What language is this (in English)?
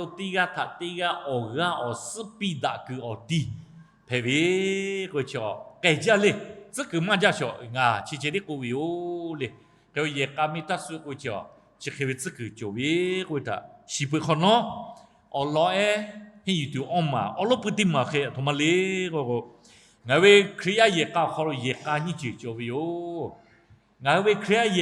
Lahu